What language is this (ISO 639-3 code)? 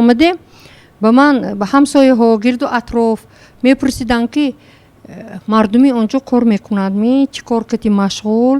tgk